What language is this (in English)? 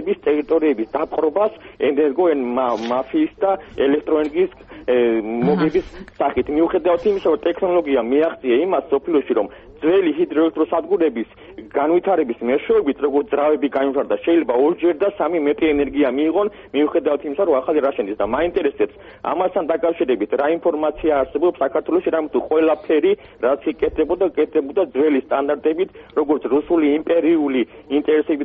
Georgian